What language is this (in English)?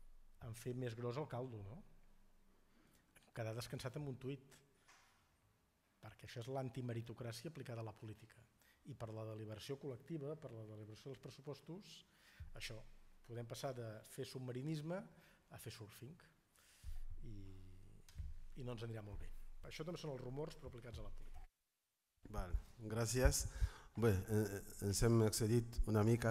Catalan